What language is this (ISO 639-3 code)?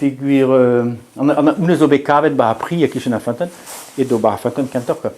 bre